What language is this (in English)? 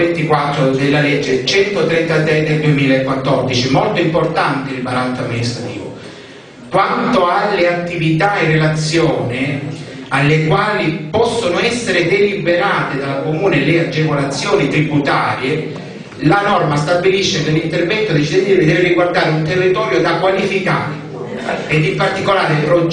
Italian